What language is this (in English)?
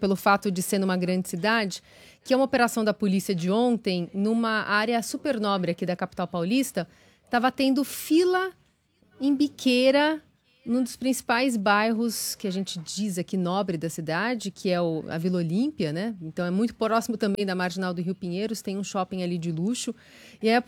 Portuguese